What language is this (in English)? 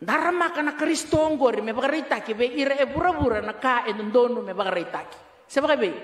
Fijian